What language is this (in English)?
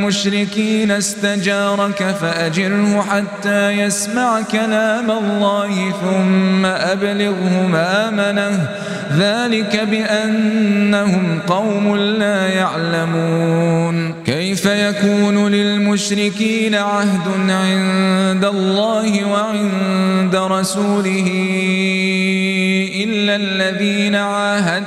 Arabic